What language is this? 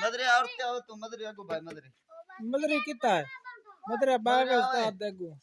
Saraiki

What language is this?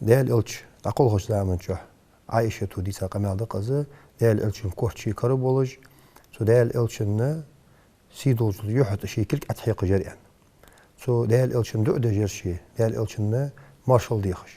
Ingush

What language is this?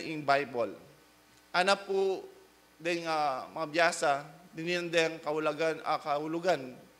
Pampanga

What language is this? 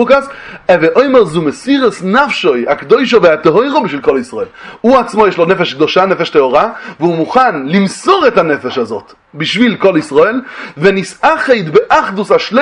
Hebrew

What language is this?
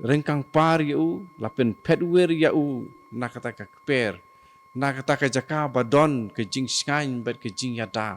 Khasi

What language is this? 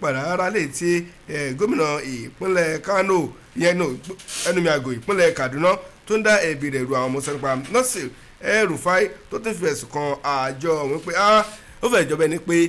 Yoruba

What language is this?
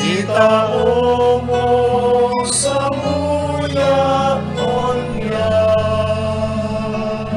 Bikol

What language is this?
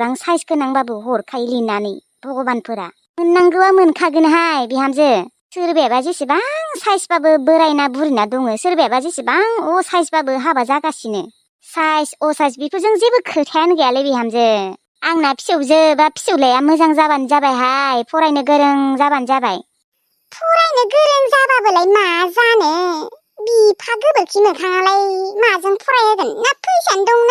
Bodo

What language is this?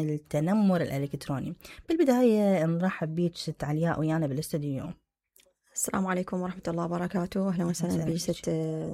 Mesopotamian Arabic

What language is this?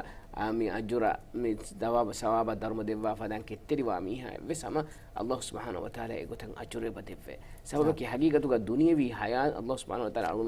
Divehi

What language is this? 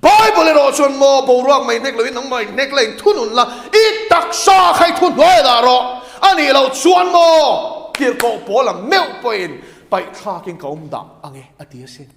Mizo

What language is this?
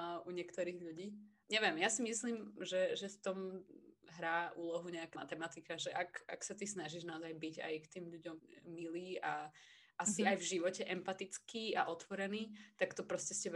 Slovak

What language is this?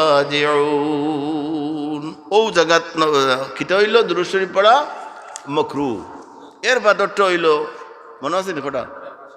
Sylheti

